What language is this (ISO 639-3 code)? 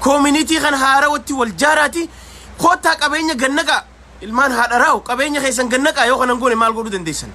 orm